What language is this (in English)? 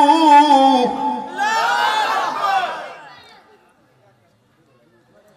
Bangla